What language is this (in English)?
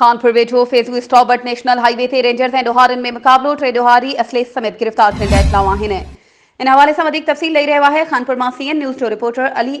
Sindhi